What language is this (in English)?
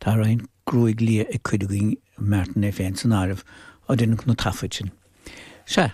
Irish